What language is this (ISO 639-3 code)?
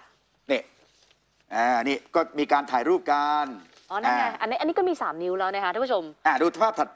tha